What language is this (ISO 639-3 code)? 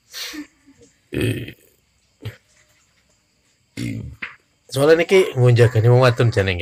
jav